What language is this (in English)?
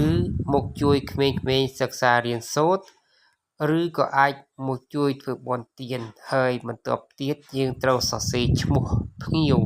Khmer